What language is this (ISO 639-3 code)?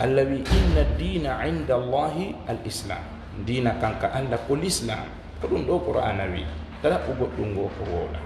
ful